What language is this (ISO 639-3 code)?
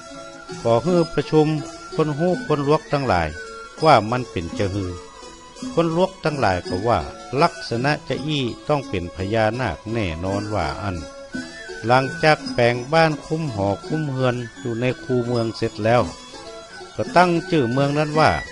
nod